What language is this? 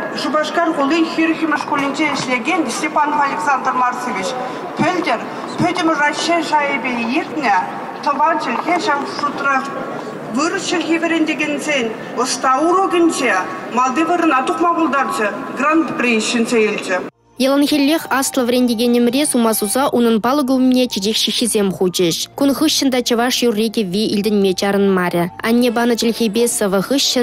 Chuvash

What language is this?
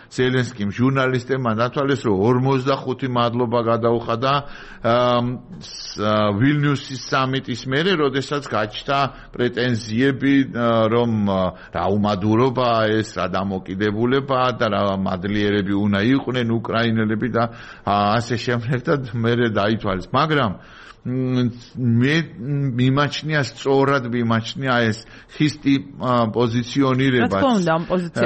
Georgian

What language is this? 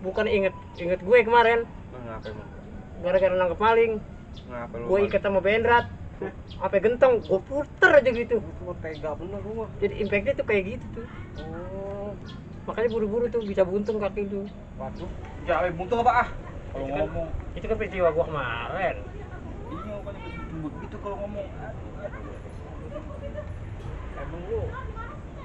Betawi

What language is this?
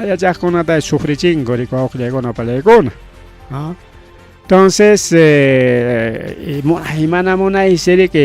Ayacucho Quechua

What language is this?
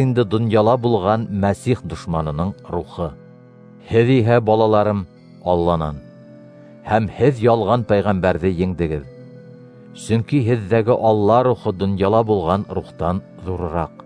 Bashkir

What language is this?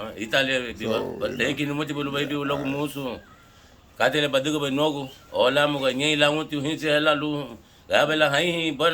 Garifuna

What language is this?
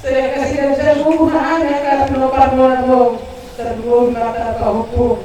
Batak Toba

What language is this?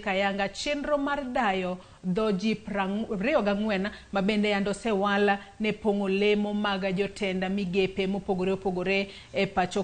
Luo (Kenya and Tanzania)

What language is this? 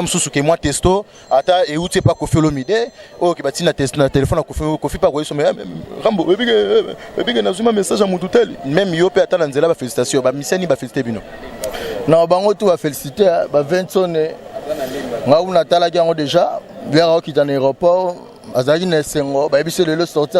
Lingala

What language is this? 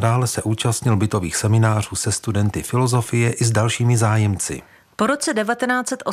Czech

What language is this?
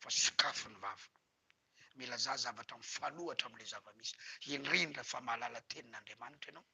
Malagasy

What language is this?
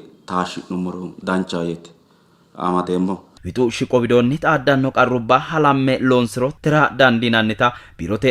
Sidamo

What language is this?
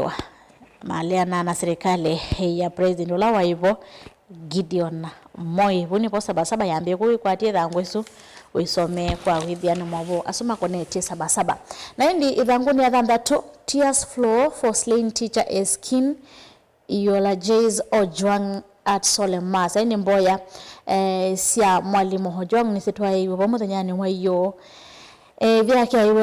Kamba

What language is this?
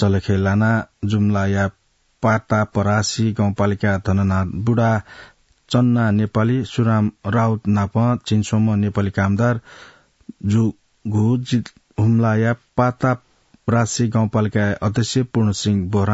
Newari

